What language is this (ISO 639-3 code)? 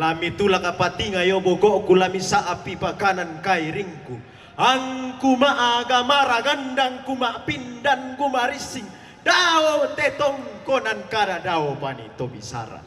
sda